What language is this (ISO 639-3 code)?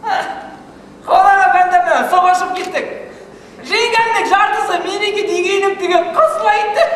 bak